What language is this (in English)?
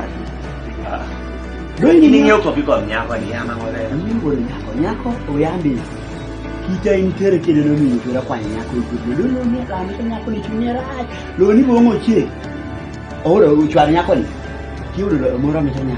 Kumam